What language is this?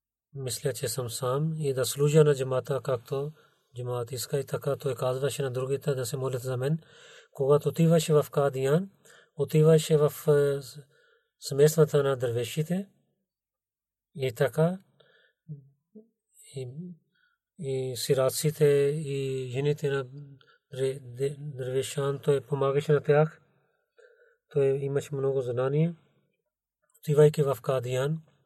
Bulgarian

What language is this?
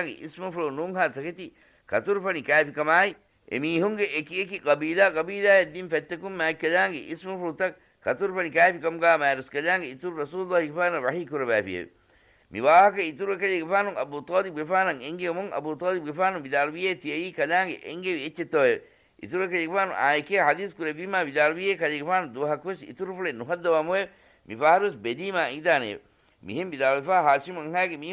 Divehi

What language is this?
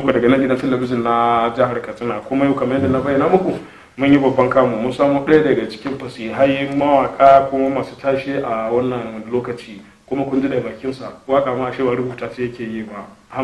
Hausa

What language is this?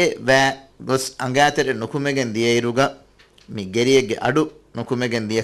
Divehi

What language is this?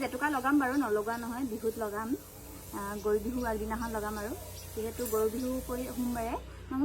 Assamese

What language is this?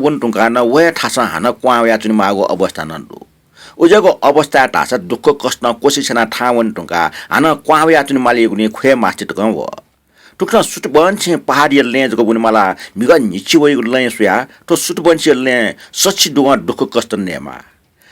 Newari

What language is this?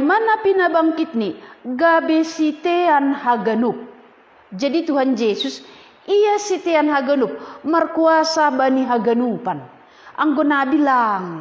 Batak Simalungun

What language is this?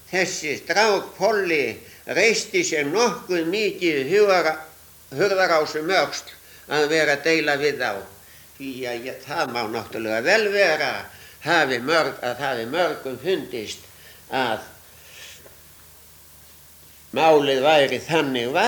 Icelandic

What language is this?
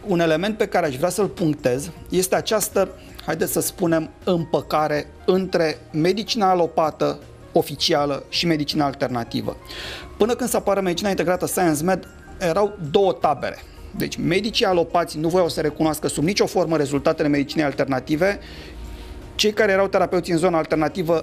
Romanian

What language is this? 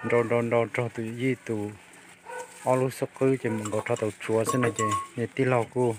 Hmong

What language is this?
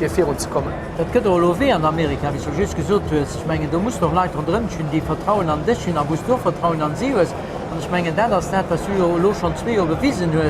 Luxembourgish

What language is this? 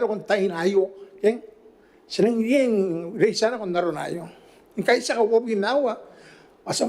Gilbertese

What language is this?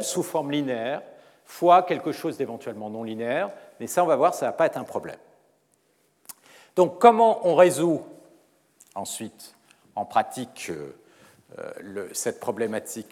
French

